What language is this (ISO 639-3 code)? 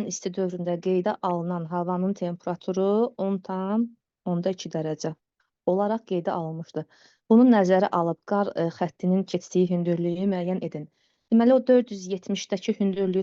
aze